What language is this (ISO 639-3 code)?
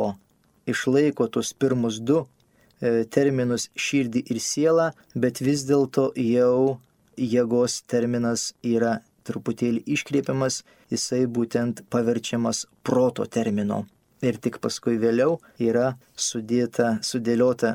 lit